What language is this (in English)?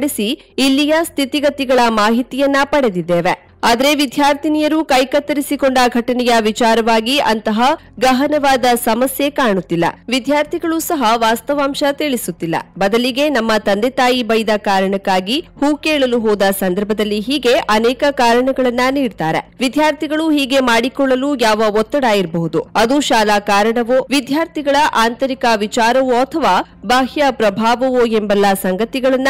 Kannada